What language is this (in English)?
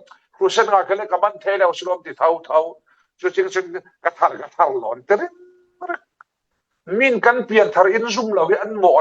Falam Chin